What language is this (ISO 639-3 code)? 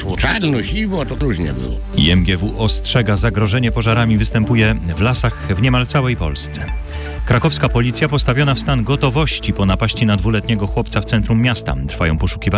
pol